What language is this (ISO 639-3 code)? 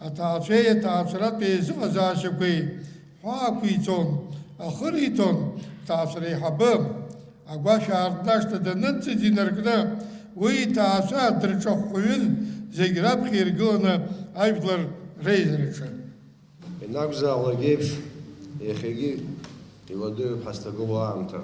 abk